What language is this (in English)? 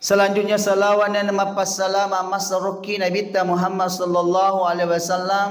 Buginese